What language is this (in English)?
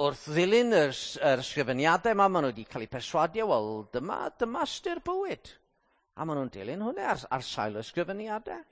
Welsh